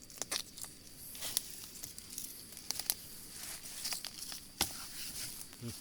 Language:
Lao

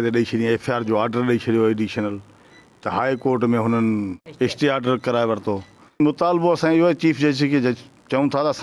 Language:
Sindhi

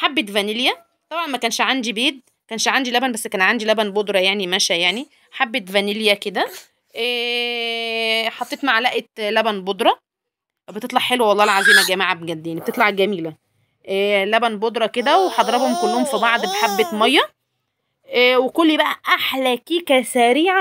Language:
Egyptian Arabic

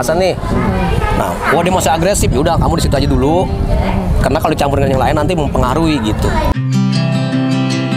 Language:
Indonesian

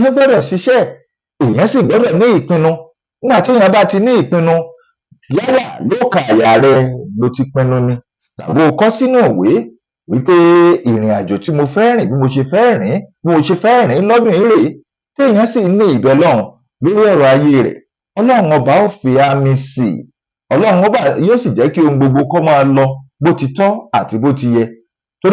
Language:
Yoruba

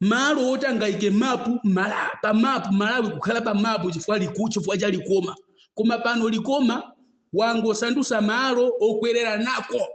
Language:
Nyanja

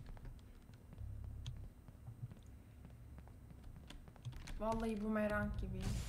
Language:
Turkish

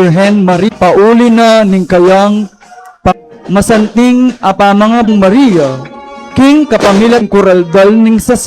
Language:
Pampanga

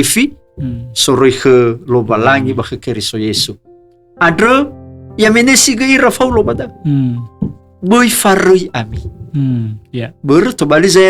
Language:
Nias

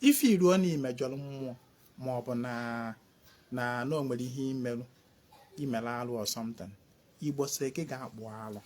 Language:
Igbo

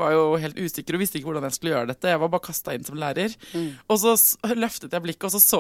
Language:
Norwegian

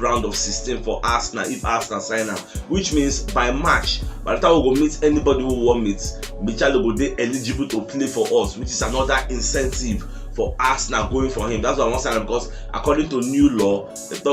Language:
Nigerian Pidgin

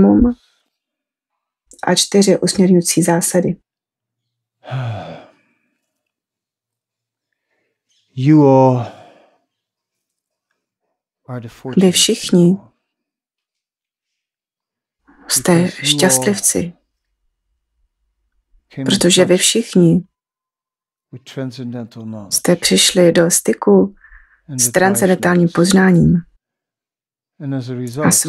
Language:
Czech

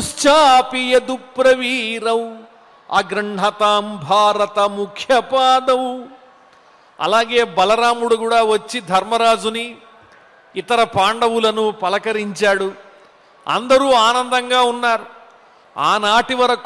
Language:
Telugu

